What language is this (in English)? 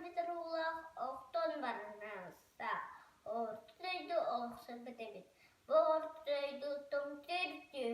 Yakut